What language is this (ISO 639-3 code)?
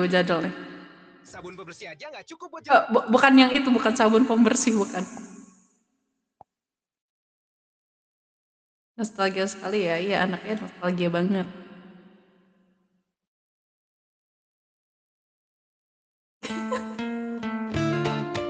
ind